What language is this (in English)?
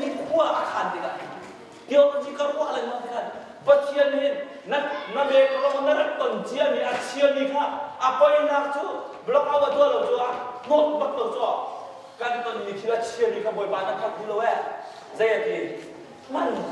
Hakha Chin